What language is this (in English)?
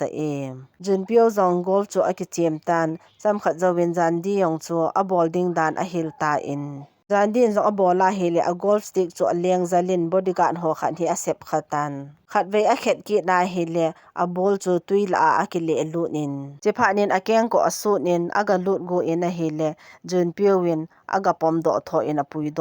Thado Chin